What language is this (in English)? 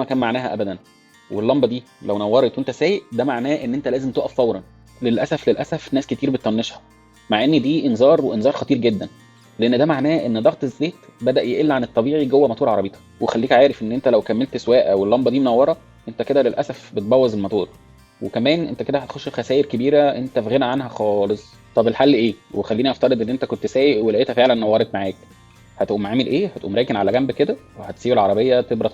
Egyptian Arabic